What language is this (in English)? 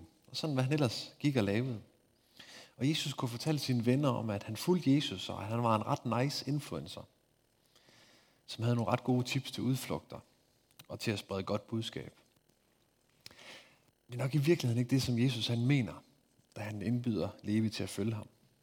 Danish